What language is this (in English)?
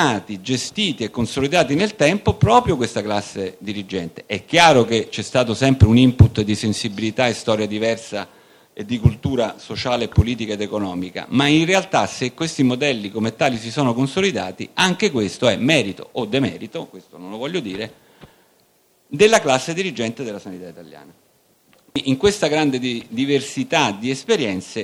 Italian